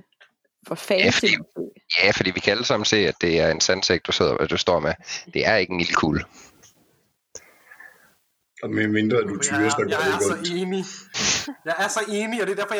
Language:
Danish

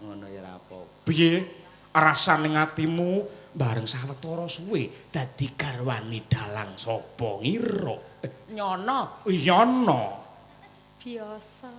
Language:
Javanese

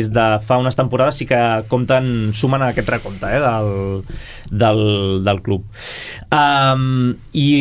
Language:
Catalan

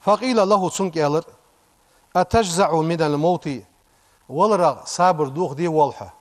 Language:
Ingush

